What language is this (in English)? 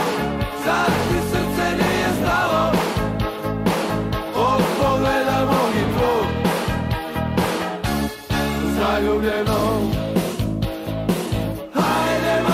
Serbian